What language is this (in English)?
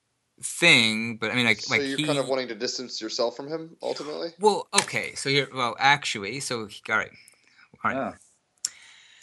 English